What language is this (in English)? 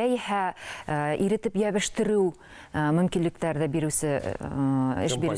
Bashkir